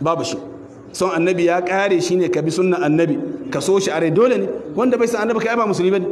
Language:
Hausa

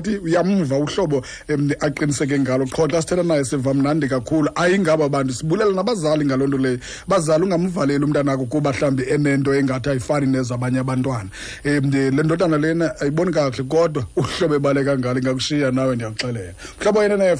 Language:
Xhosa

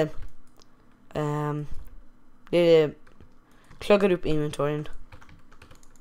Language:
Swedish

